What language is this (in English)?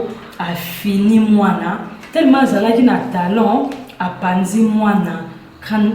Lingala